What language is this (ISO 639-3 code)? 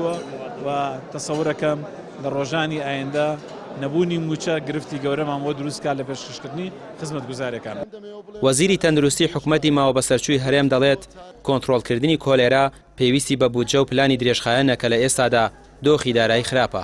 ckb